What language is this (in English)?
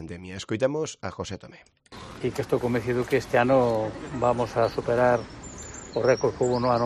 Galician